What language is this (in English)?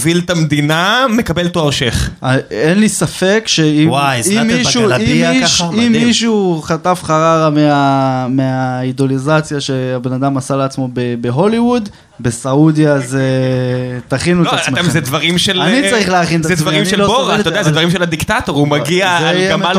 Hebrew